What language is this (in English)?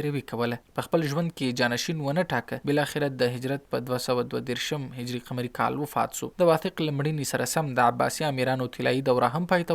Pashto